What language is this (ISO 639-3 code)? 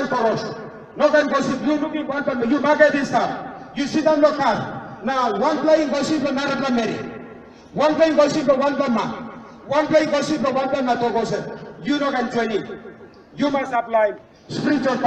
tpi